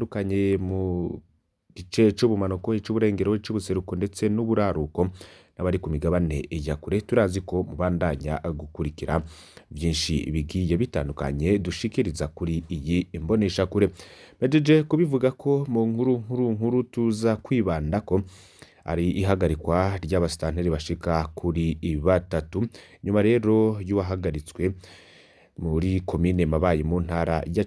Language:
Rundi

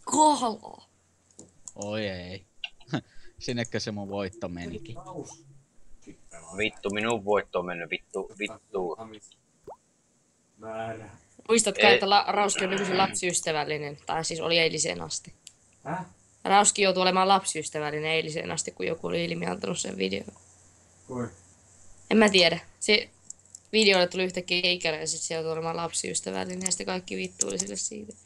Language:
Finnish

